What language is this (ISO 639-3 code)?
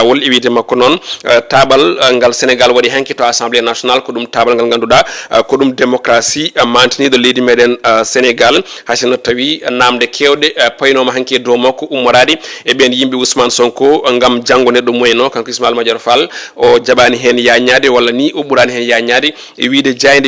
ful